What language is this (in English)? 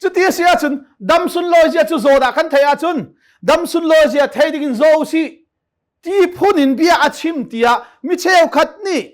Hakha Chin